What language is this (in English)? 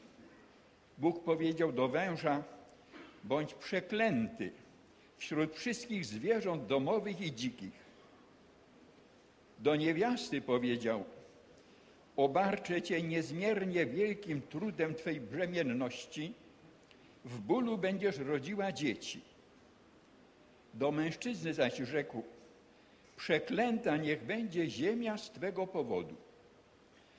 Polish